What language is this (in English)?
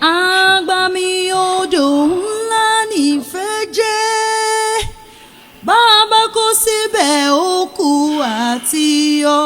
Yoruba